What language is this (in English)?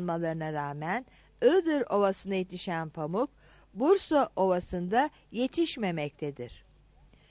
Turkish